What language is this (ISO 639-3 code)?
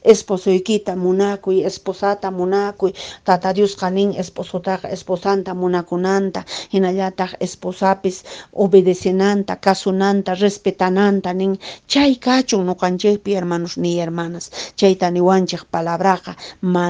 que